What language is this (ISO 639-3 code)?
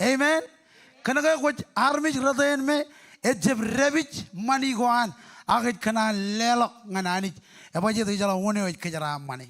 mah